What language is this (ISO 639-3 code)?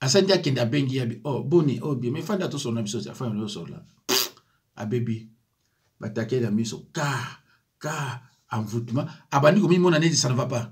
lin